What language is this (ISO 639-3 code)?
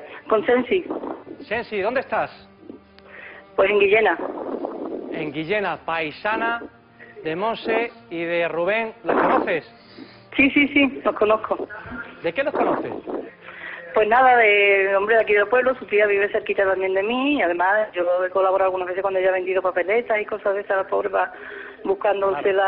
spa